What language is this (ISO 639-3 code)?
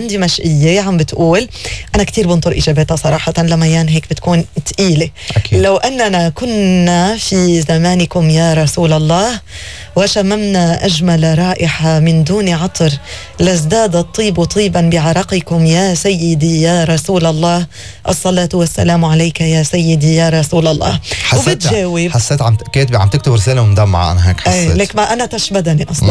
apc